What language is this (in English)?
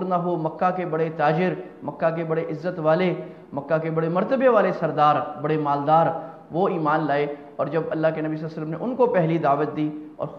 Urdu